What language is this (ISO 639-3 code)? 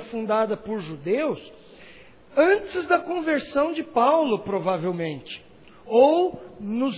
por